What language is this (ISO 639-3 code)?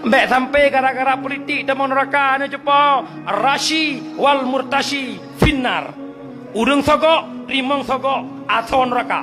ace